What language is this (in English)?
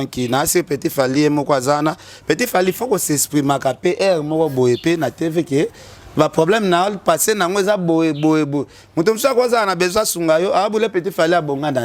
Lingala